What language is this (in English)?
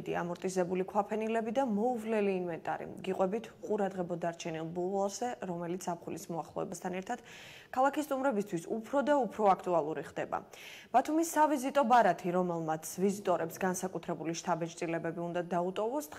Georgian